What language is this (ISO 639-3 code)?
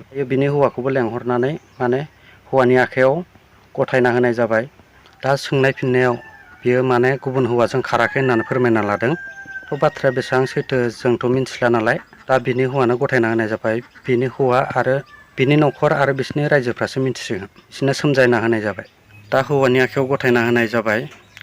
brx